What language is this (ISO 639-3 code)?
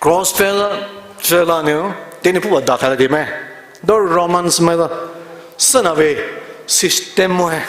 pmx